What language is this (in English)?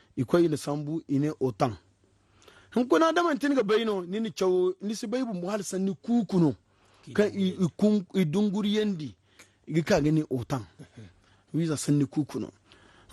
Zarma